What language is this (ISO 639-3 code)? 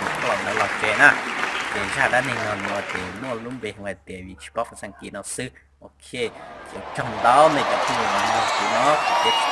hmn